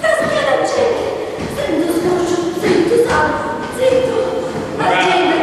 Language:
Sicilian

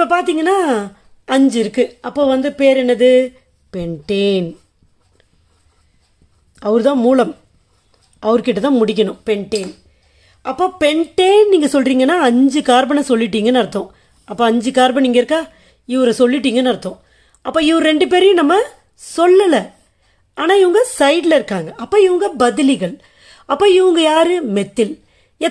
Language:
Tamil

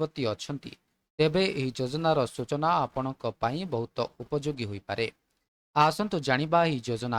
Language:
Odia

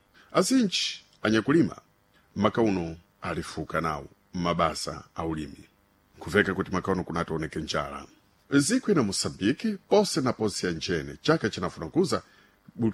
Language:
Sena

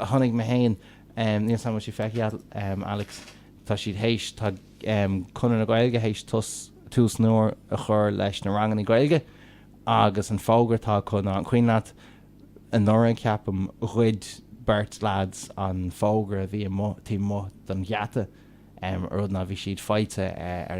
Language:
Irish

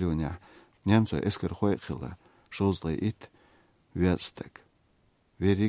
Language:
Chechen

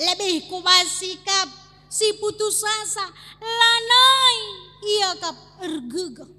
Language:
Batak Karo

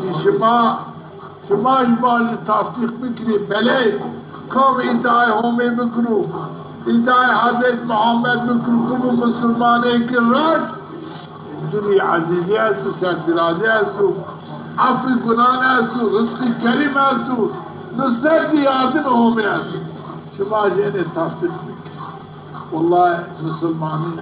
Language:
Zaza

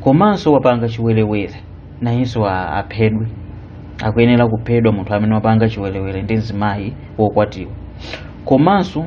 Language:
Nyanja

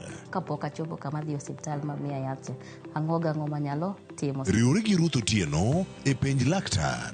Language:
Luo (Kenya and Tanzania)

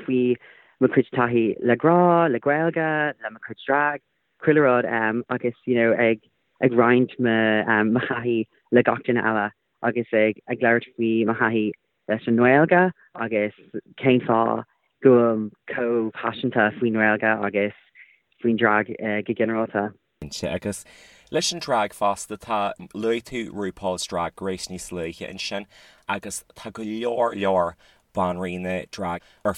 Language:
Irish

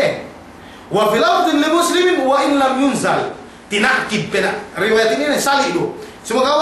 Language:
Yakan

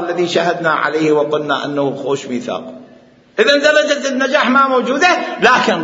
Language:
Mesopotamian Arabic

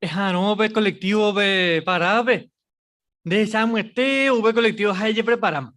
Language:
Guarani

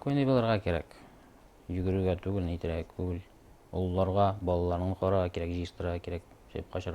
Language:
Bashkir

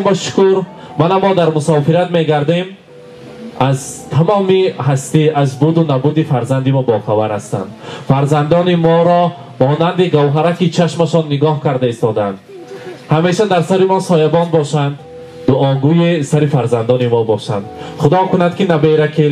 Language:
Tajik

